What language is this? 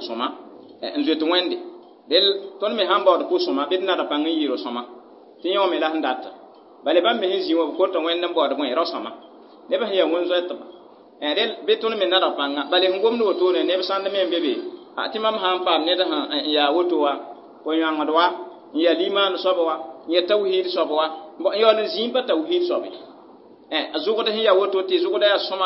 Mossi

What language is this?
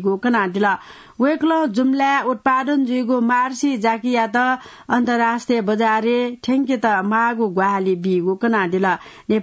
Newari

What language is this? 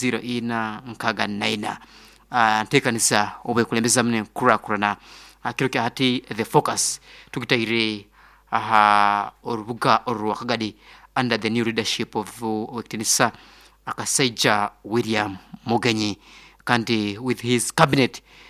Nyoro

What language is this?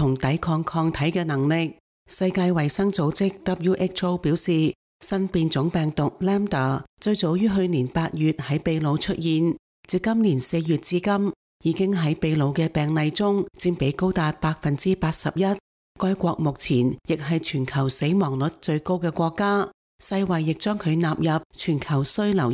Cantonese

